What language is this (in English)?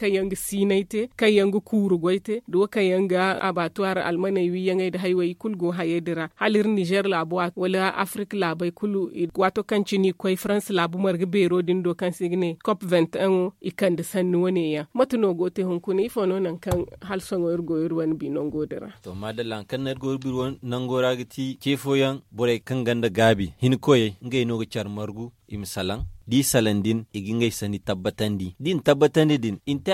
Zarma